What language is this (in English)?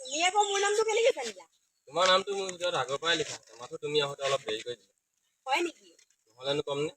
Assamese